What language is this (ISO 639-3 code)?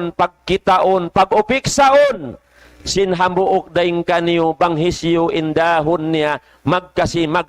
tsg